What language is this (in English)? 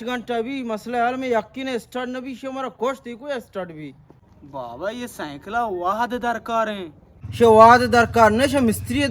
Baluchi